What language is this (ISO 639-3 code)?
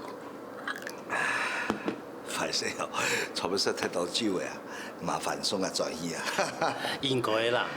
hak